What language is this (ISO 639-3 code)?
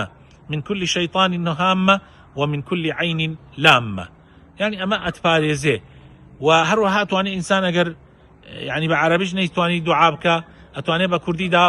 ckb